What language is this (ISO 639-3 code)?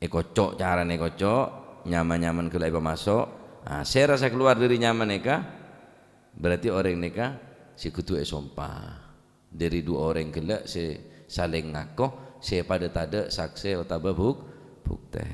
mad